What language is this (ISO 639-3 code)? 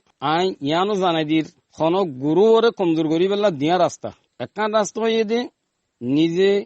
rhg